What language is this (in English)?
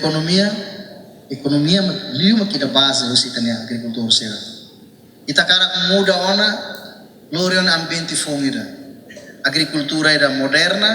Tetum